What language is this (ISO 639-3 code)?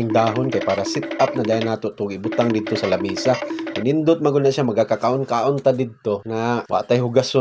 ceb